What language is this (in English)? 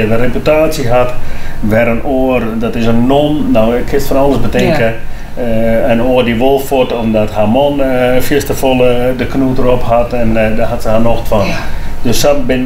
Western Frisian